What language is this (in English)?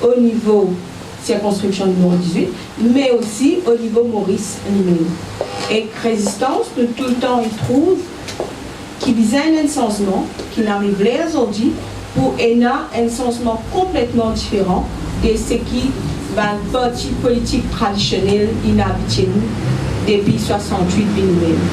Morisyen